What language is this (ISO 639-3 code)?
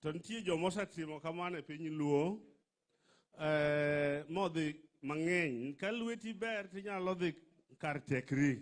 luo